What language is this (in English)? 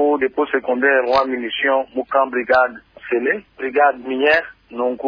Luba-Lulua